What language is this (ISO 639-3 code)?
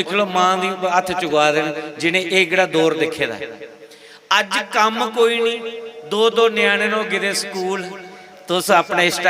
doi